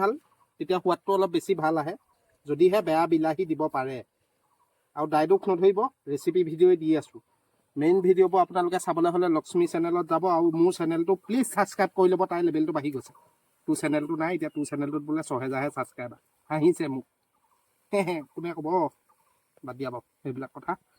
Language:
Assamese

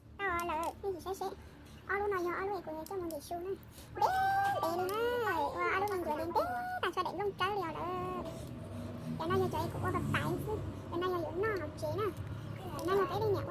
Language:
Hmong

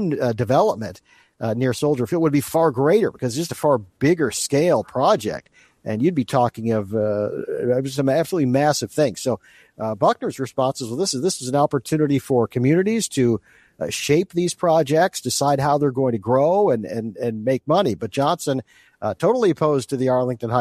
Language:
English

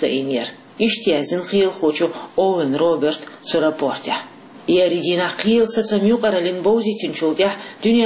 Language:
Chechen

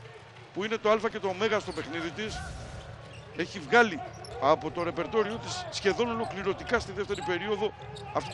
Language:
Greek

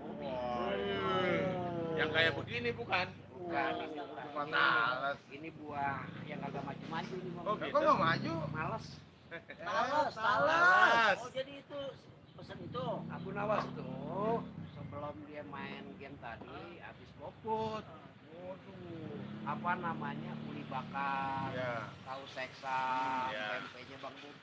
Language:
Betawi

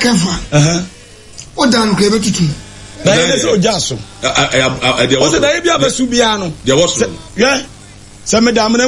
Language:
Akan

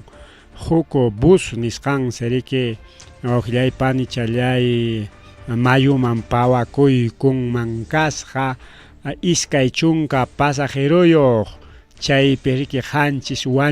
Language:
Ayacucho Quechua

